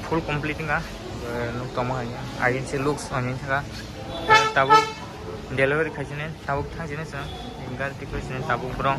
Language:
Kok Borok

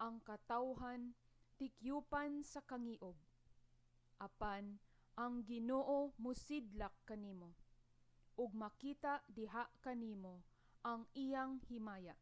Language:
Cebuano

